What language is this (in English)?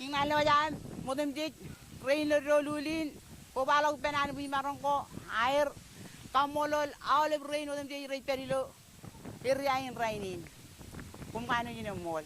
Marshallese